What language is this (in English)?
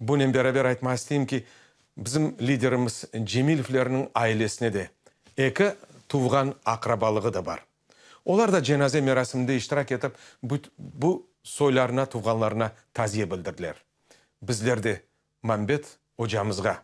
Crimean Tatar